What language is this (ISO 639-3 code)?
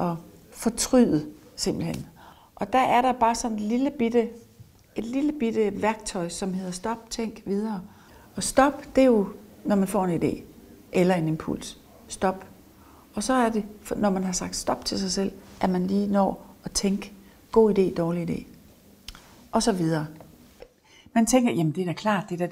dan